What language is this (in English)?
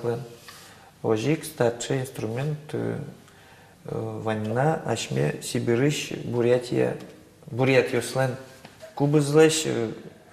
Udmurt